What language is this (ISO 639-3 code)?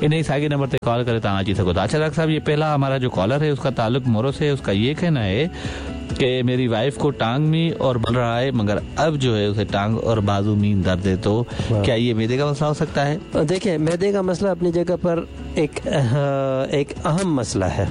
snd